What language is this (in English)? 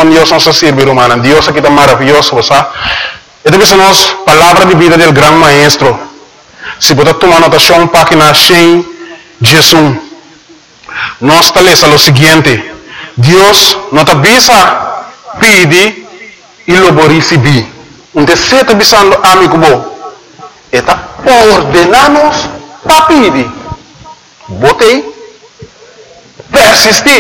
Papiamento